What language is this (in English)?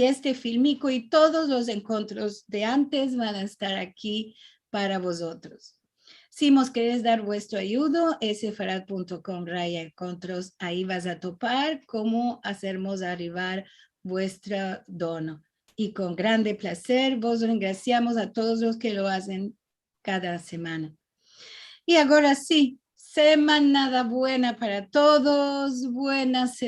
Ladino